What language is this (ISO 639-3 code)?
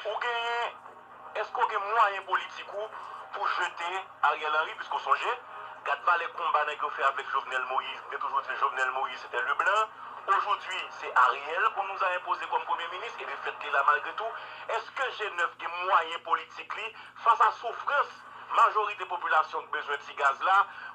hat